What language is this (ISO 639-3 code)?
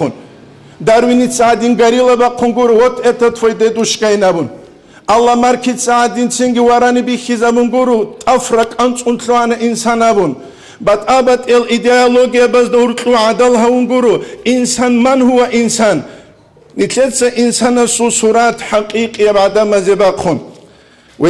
ava